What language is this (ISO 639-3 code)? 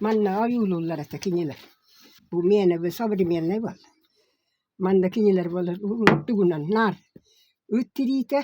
sah